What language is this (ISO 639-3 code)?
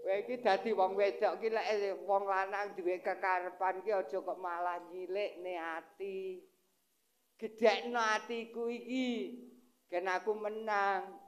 jav